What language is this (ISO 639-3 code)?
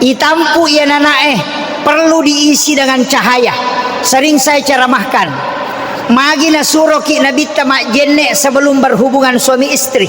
bug